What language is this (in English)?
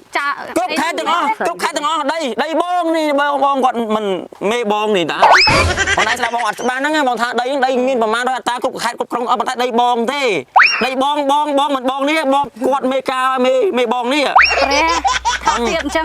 Khmer